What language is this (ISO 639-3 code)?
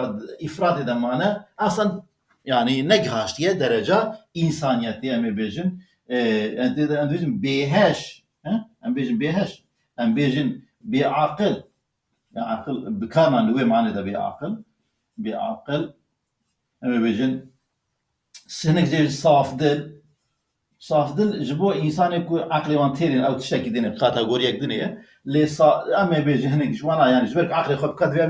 kur